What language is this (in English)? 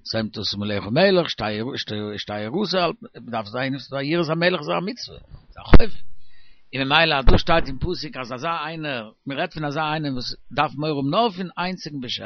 Yiddish